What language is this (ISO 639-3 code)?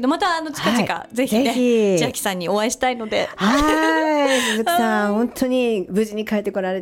jpn